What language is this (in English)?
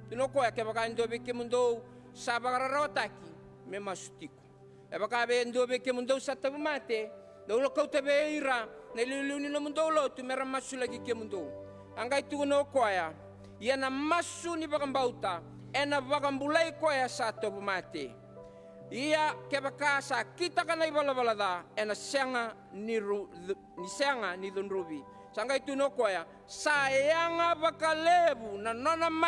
Fijian